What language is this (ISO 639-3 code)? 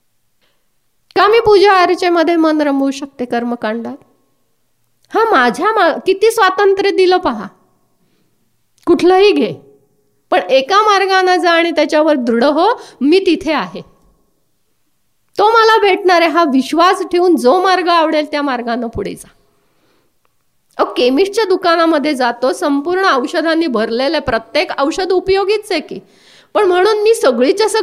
mar